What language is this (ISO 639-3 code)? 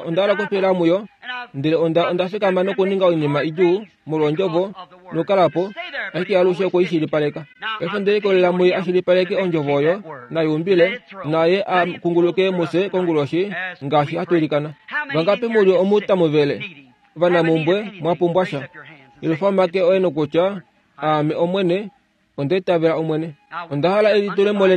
kua